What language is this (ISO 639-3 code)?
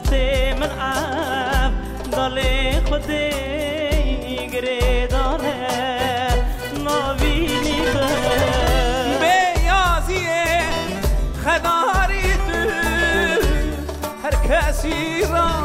kur